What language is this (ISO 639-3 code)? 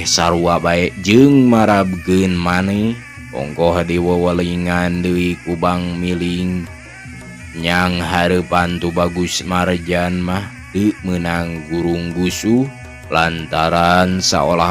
sun